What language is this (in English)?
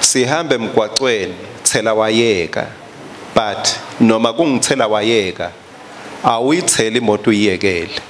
Swati